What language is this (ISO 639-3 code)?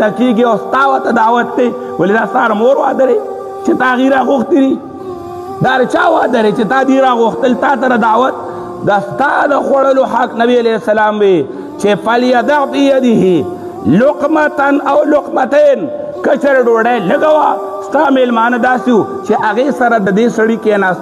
pus